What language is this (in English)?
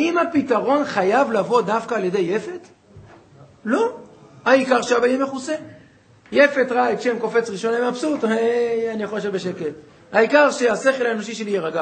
Hebrew